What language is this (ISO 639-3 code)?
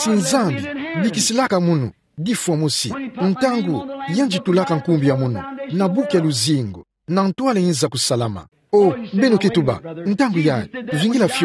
ktu